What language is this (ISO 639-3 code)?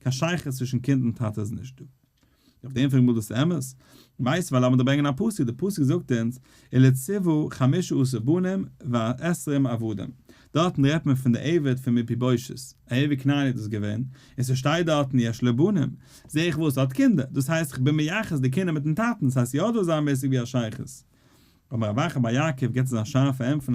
yid